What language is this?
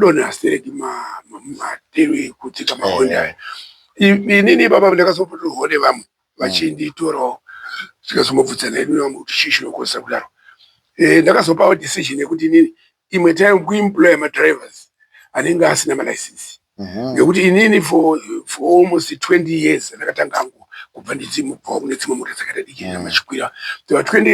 Shona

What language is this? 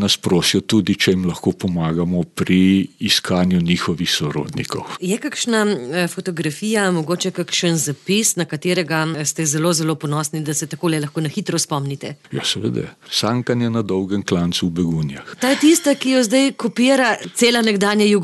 Slovenian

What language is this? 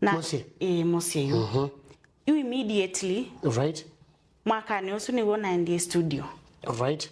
Kamba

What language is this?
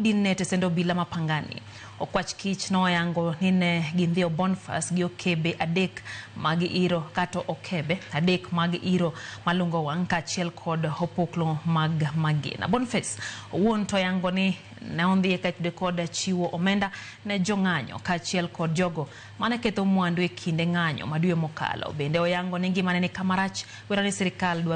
Luo (Kenya and Tanzania)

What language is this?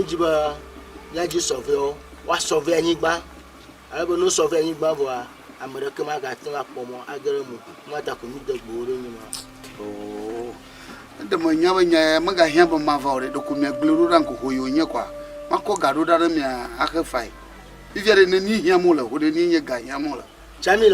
Ewe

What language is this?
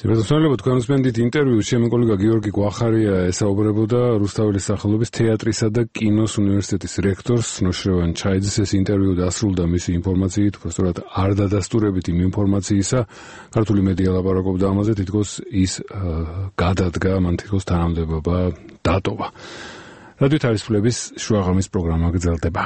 Georgian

